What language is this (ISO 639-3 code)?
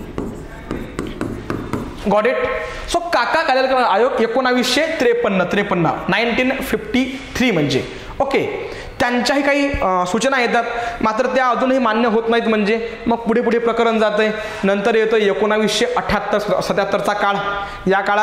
mar